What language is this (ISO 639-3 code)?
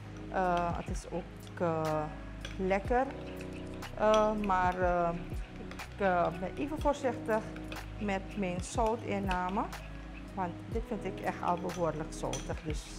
nld